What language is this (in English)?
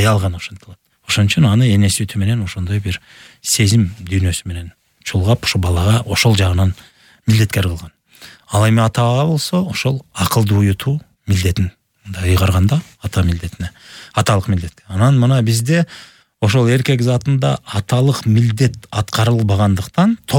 Kyrgyz